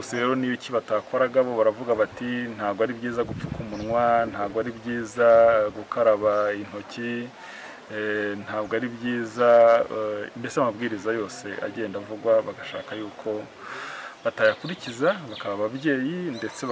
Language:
Kinyarwanda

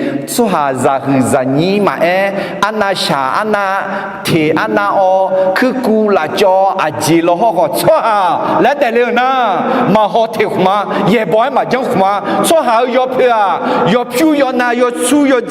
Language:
Akha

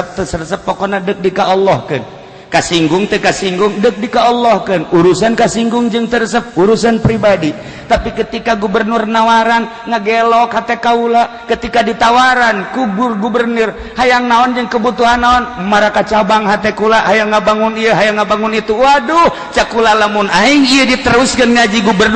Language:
Sundanese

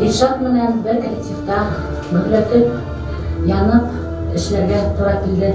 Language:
Bashkir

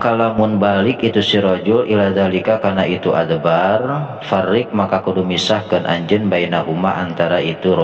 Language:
Sundanese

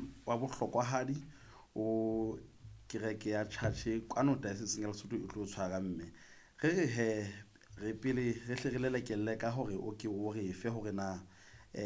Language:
Southern Sotho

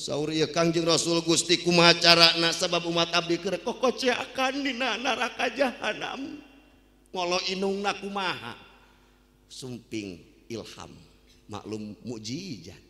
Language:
Sundanese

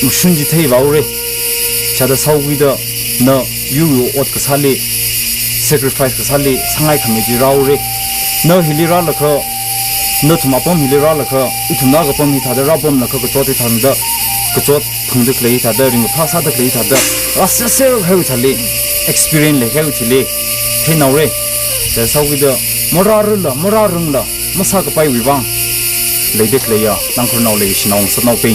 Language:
Tangkhul Naga (India)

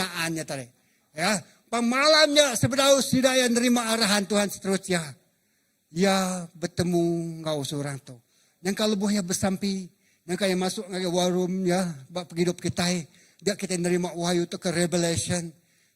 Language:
Iban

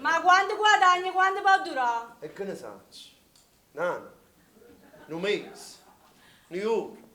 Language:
Neapolitan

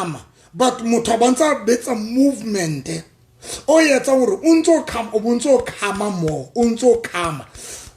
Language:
Southern Sotho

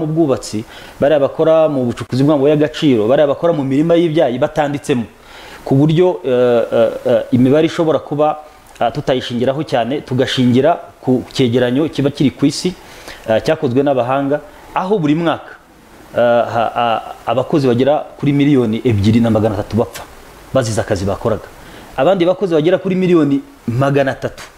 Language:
Kinyarwanda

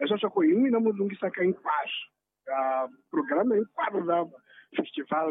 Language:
Tsonga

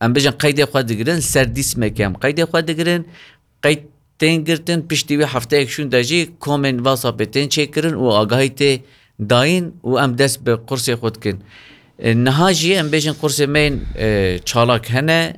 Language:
Kurdish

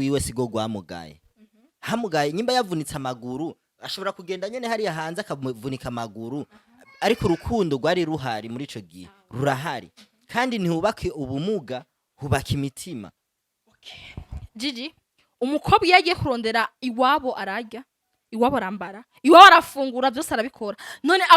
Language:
Rundi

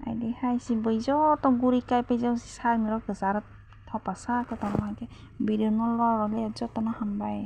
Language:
Kok Borok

